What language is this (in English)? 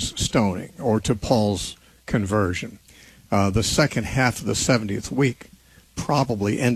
English